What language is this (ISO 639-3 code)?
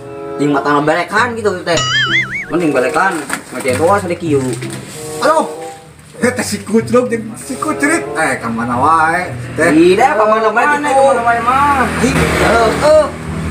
sun